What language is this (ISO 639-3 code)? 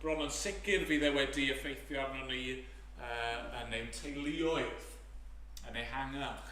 cym